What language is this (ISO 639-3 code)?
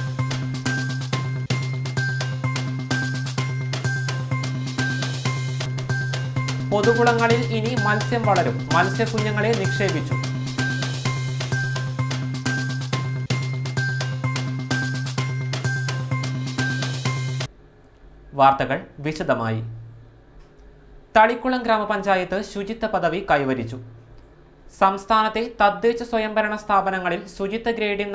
mal